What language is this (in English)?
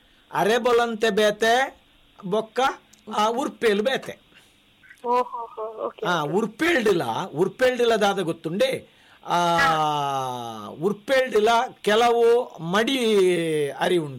Tulu